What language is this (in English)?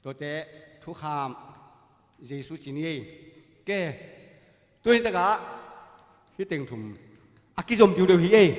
Tedim Chin